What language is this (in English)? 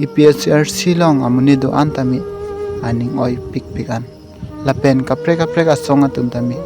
Karbi